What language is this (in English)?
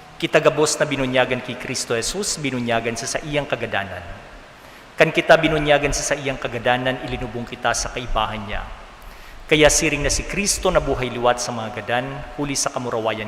Bikol